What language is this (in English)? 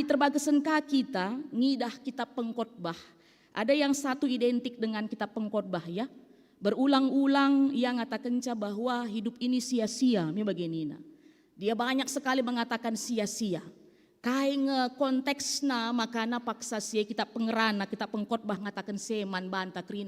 Batak Karo